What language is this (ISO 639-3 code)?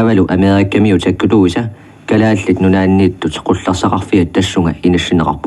kal